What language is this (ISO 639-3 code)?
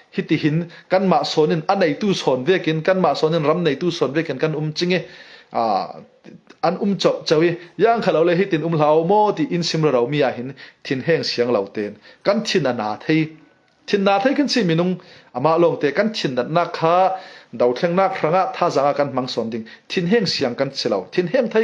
cfm